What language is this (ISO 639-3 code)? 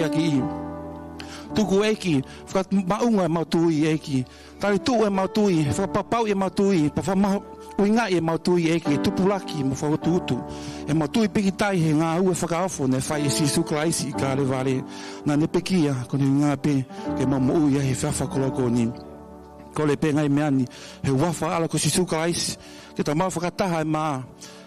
ton